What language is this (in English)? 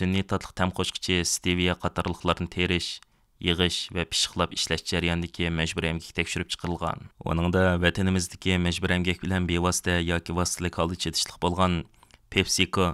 Uyghur